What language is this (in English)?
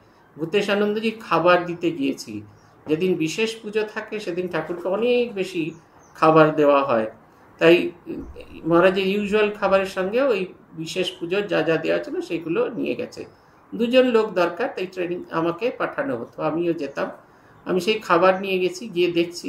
Bangla